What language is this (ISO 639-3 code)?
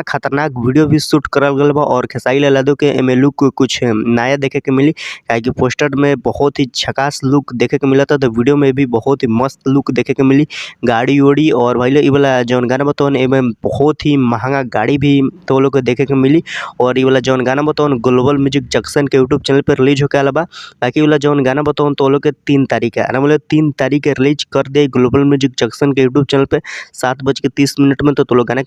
bho